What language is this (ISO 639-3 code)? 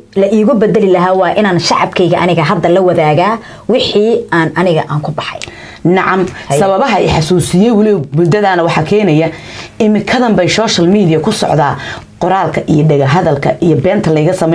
som